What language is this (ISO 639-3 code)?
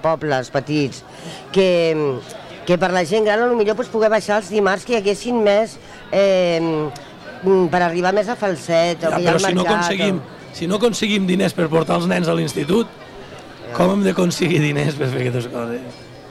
cat